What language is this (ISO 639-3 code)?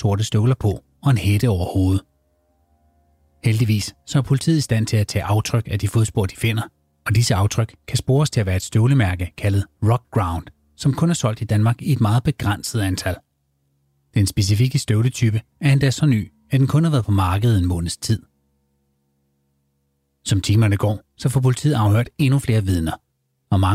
dan